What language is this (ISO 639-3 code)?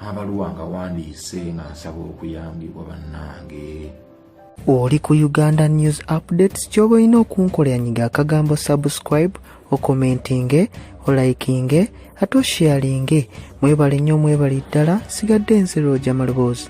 lug